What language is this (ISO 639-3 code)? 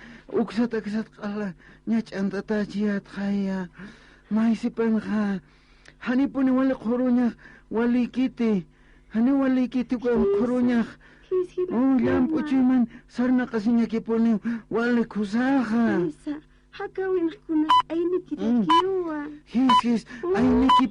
aym